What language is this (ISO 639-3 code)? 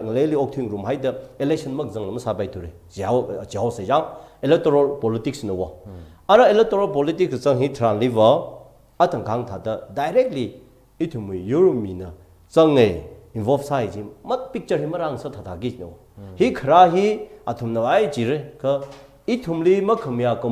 nmf